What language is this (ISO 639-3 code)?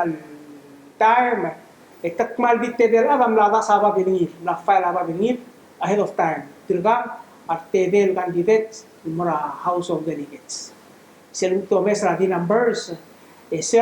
pau